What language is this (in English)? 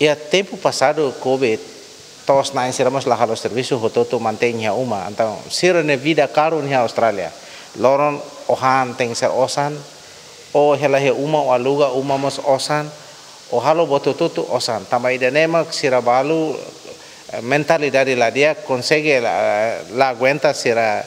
Tetum